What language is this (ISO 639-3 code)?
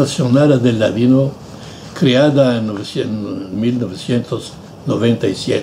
lad